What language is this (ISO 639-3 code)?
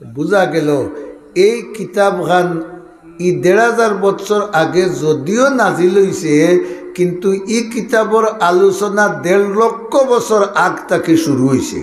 syl